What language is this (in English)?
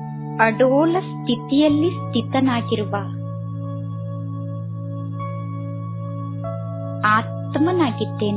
Kannada